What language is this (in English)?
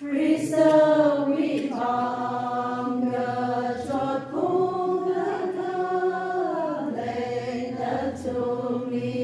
Tangkhul Naga (India)